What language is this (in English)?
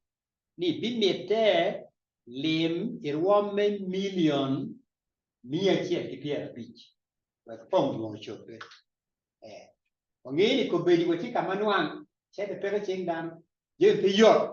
Acoli